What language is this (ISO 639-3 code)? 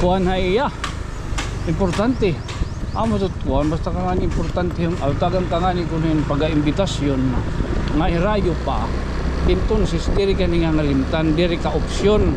war